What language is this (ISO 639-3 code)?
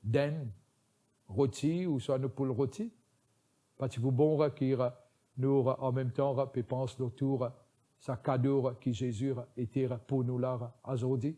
mfe